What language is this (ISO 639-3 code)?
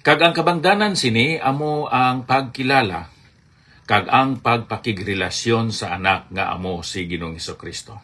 hil